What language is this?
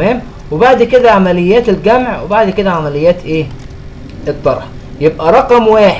Egyptian Arabic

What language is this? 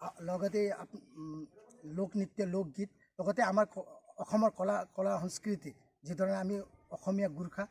Assamese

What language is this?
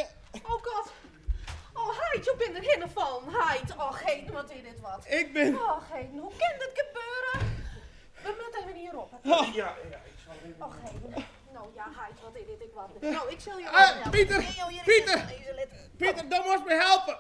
Western Frisian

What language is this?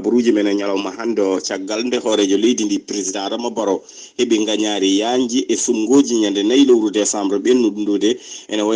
Fula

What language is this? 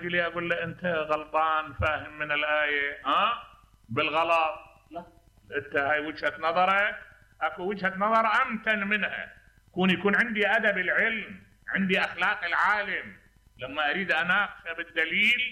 Mesopotamian Arabic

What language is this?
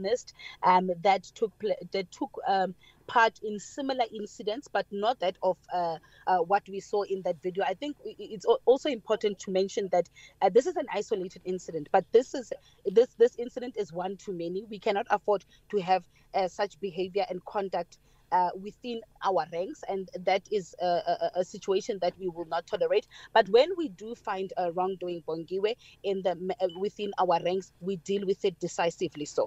English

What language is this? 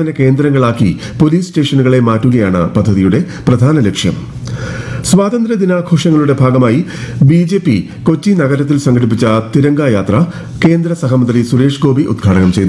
Malayalam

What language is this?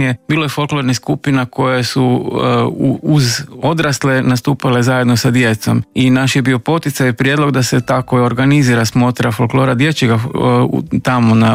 Croatian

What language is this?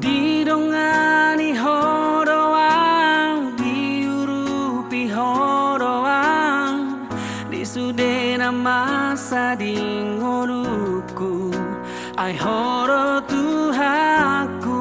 Batak Toba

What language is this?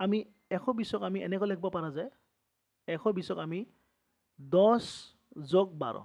Assamese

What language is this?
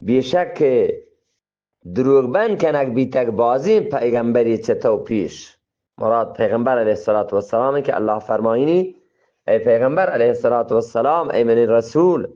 Eastern Balochi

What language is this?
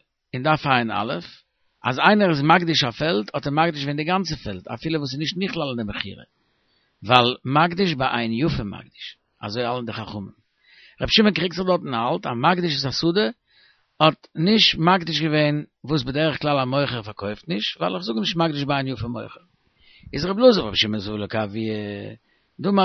Yiddish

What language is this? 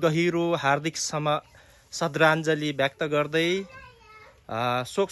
Nepali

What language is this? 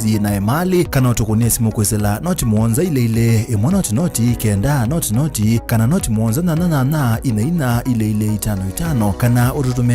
Kamba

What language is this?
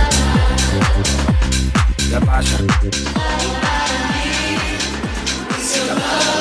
Spanish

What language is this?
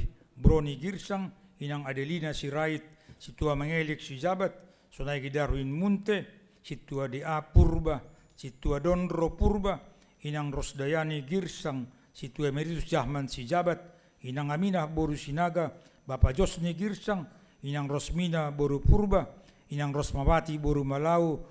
Batak Simalungun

